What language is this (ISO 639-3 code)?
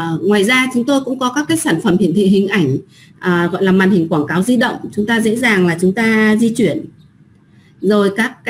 vie